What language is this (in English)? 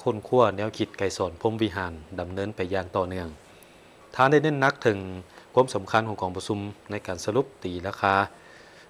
Lao